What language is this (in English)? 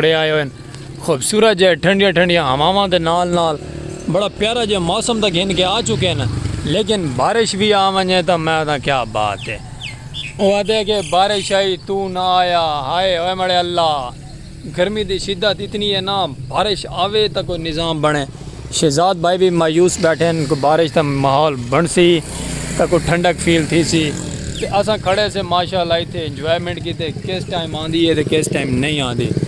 Saraiki